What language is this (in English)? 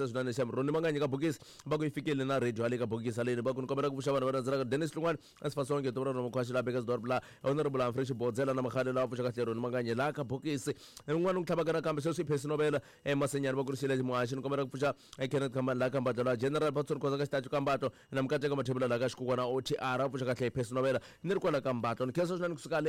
Tsonga